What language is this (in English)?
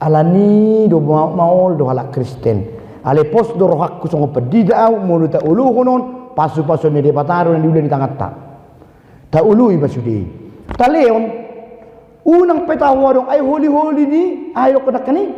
Batak Toba